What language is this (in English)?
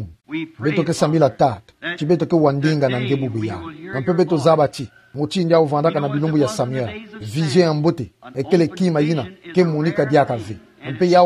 Kituba (Democratic Republic of Congo)